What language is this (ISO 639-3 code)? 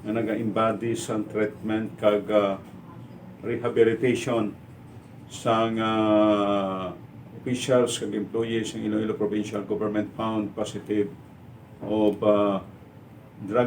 hil